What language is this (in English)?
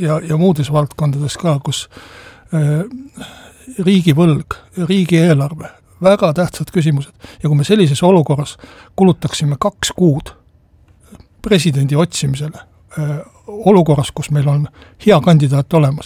Estonian